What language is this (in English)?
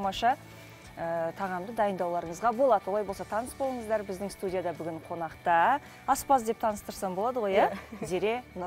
Kazakh